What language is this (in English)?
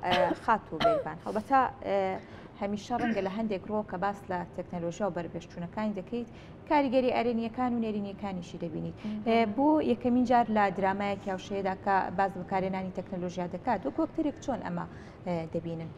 Central Kurdish